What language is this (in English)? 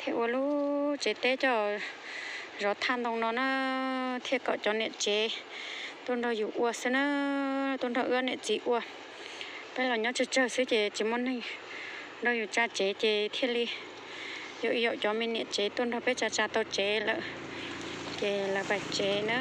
Hmong